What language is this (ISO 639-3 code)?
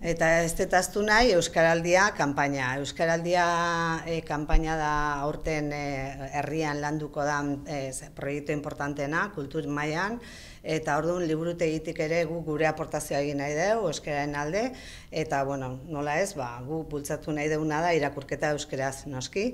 eus